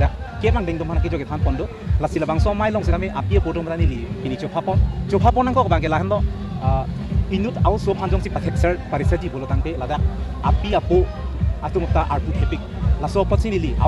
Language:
Karbi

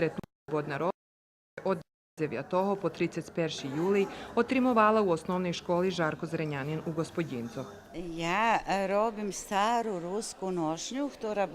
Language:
Rusyn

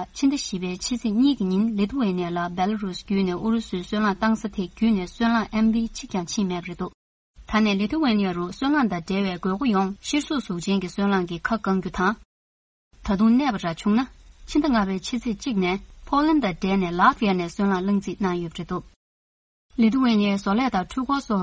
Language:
Tibetan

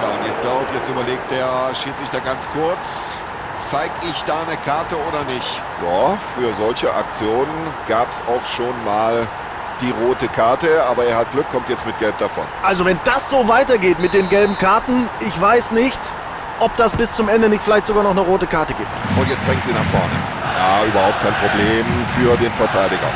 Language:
Bavarian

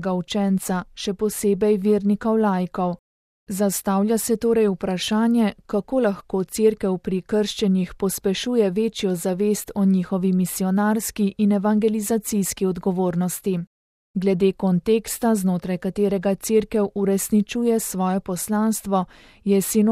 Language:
Slovenian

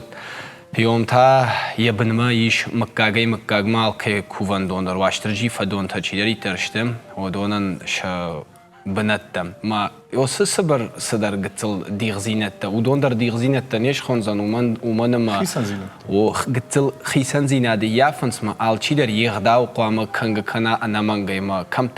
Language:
Ossetic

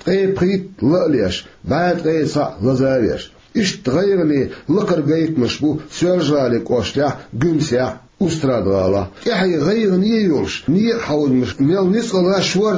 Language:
Chechen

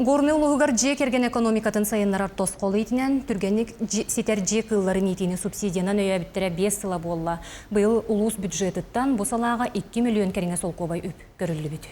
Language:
Yakut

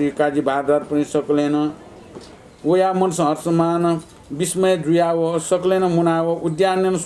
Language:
Newari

